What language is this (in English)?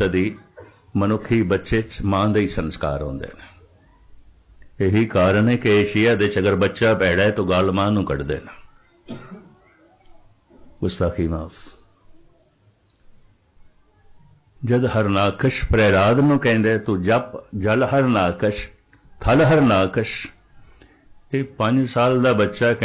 Punjabi